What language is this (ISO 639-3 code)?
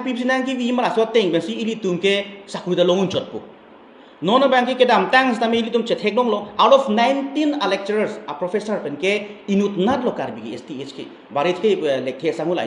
mjw